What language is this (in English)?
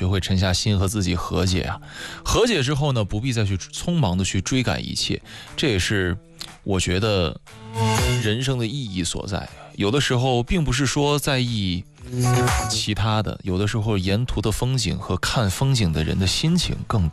Chinese